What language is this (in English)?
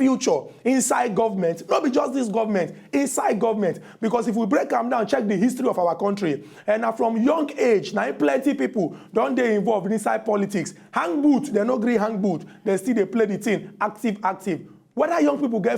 Nigerian Pidgin